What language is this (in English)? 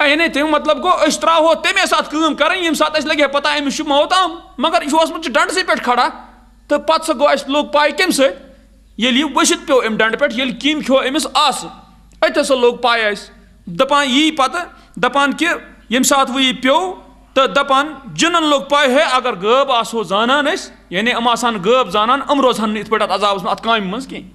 Kashmiri